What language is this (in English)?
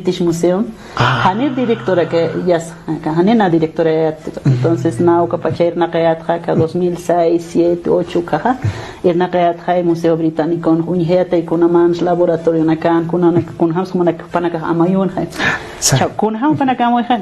Aymara